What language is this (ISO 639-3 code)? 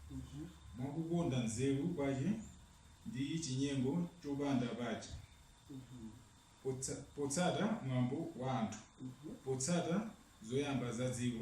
nya